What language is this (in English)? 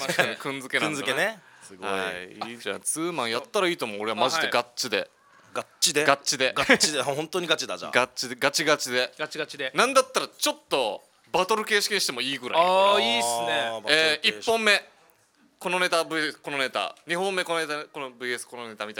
Japanese